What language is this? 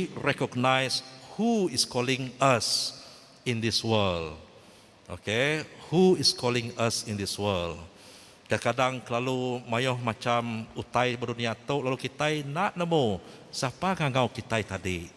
Iban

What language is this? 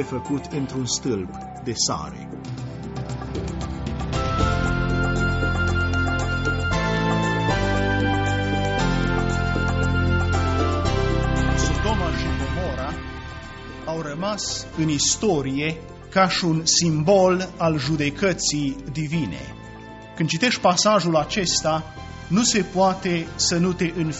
Romanian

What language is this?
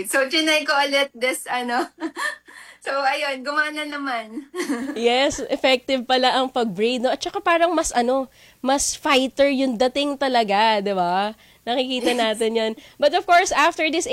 Filipino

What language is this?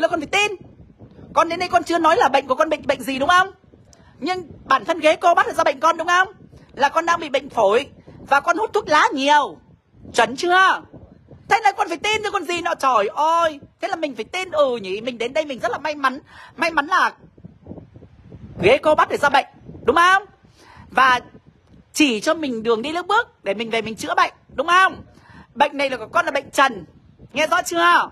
Vietnamese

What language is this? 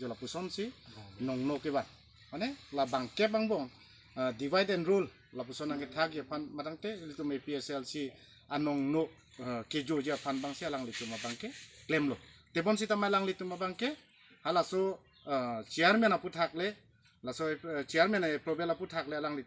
Karbi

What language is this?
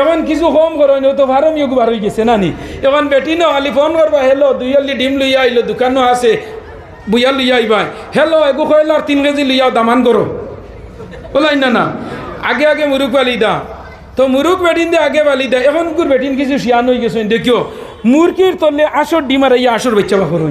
Sylheti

